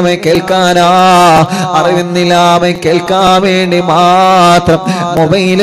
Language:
Malayalam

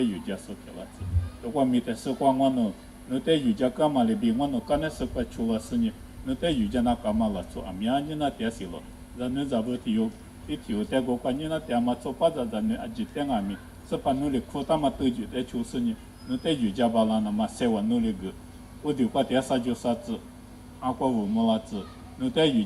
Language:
Lisu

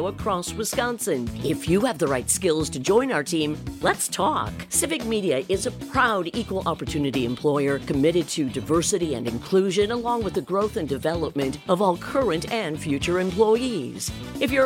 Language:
English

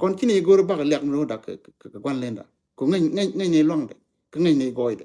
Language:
Nuer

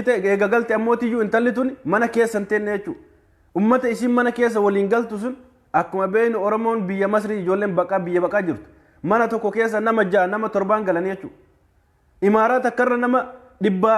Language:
Oromo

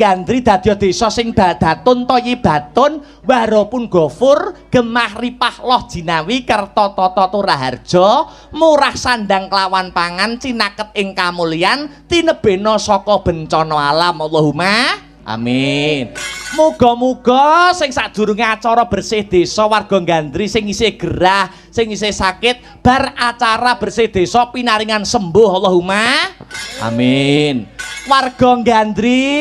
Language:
Javanese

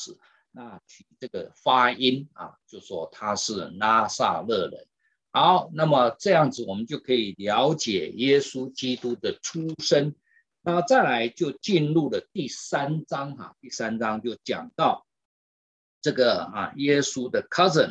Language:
Chinese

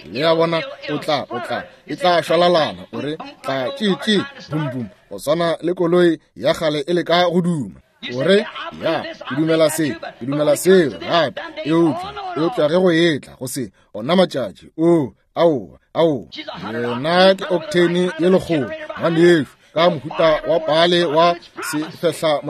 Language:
Northern Sotho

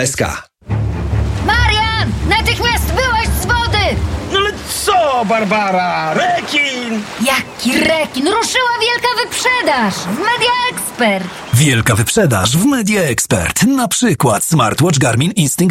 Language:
Polish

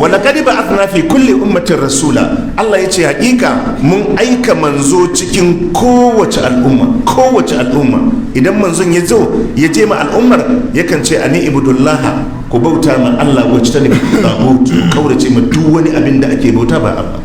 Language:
Hausa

